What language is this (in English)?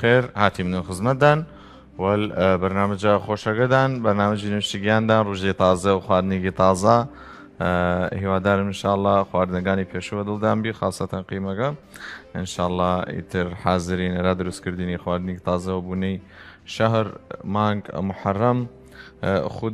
Southern Kurdish